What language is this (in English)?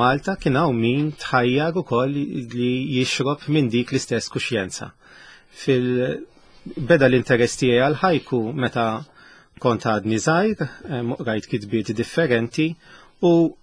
Maltese